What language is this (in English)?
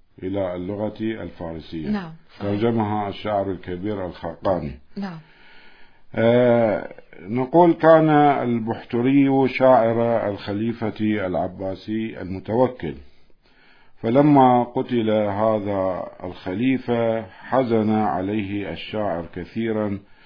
Arabic